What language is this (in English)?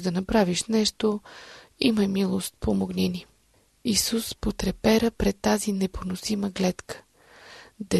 Bulgarian